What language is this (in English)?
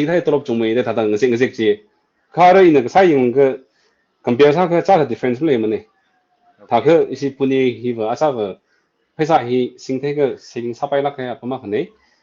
Tangkhul Naga (India)